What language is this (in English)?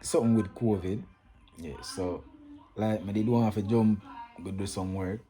Jamaican Creole English